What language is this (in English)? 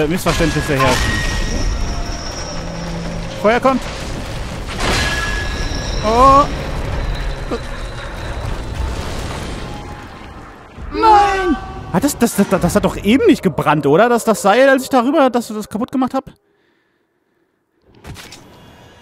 German